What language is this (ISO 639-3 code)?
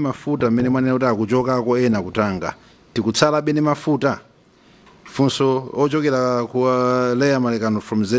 nya